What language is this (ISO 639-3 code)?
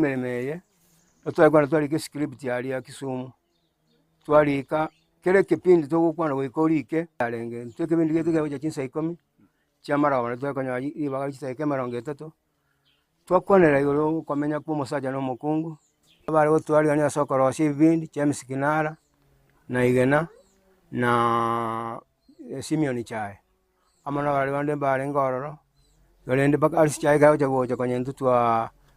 guz